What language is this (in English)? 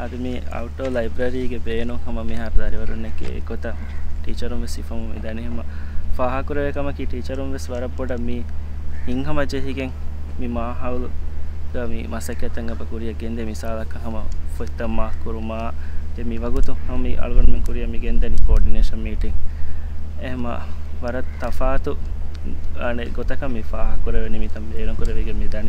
Divehi